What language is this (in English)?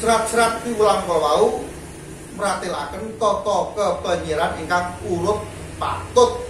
Javanese